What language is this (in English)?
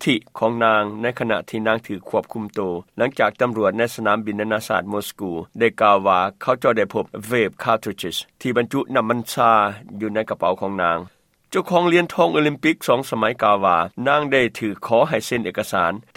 Lao